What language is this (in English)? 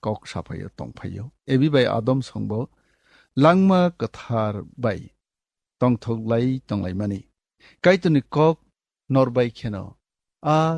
Kok Borok